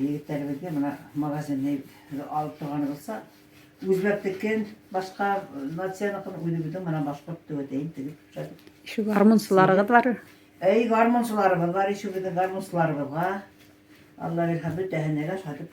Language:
Bashkir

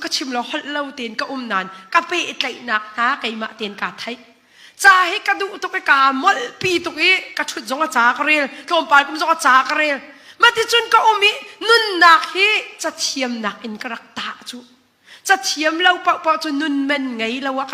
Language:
Hakha Chin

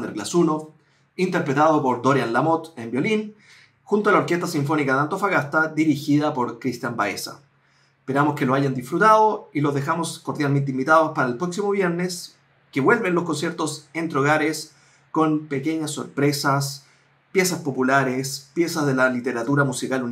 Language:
Spanish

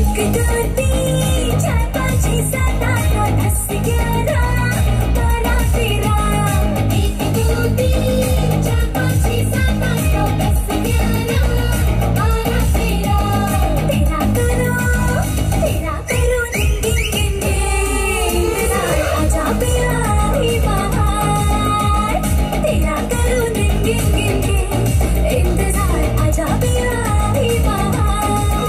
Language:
Hindi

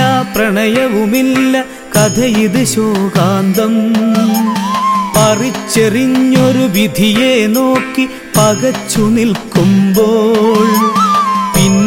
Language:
Malayalam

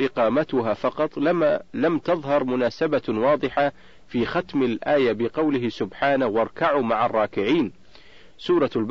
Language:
Arabic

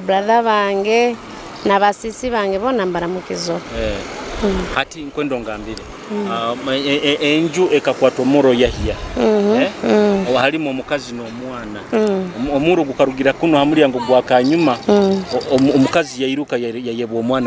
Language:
Nyoro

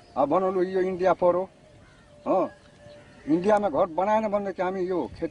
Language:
Nepali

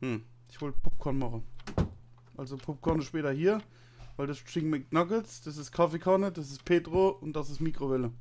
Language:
Palatine German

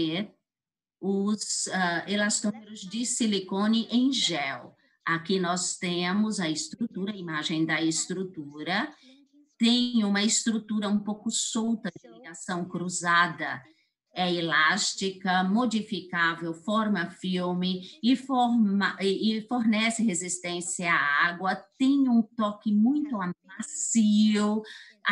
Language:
Portuguese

